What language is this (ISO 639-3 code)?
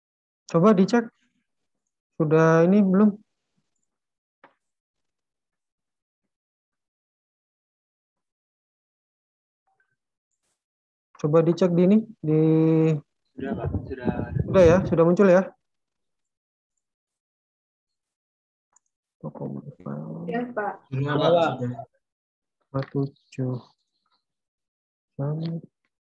ind